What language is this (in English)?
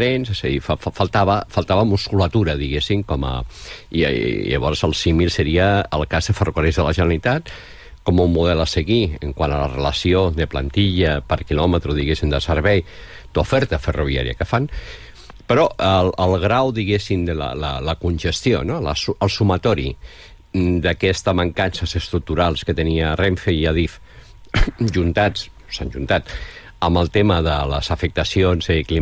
Catalan